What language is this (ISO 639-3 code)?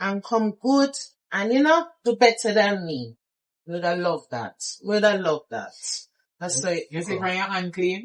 jam